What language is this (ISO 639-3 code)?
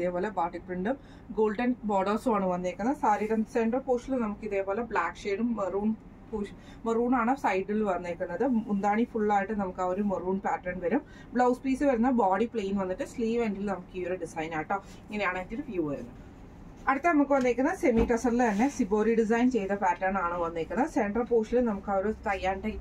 mal